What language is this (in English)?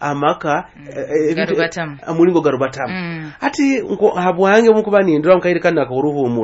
Nyoro